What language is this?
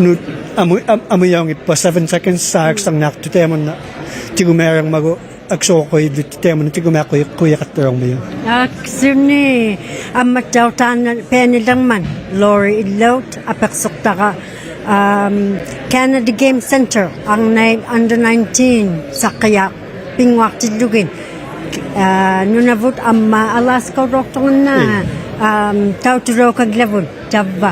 Inuktitut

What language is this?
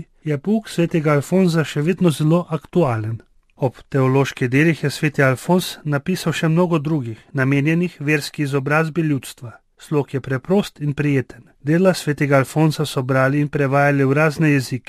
Slovenian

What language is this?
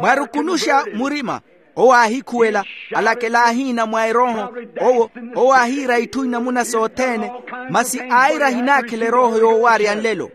Makhuwa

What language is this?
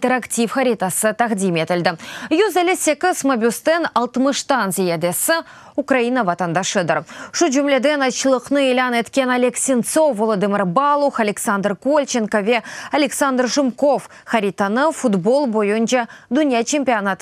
Crimean Tatar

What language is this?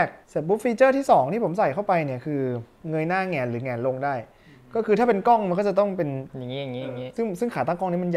Thai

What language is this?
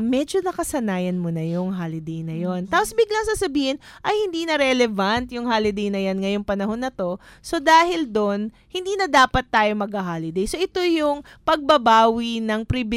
Filipino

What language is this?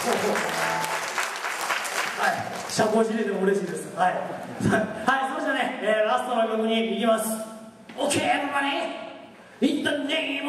Japanese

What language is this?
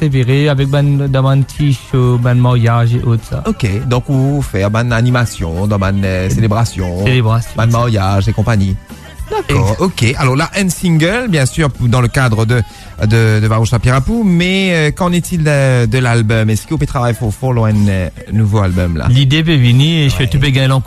Morisyen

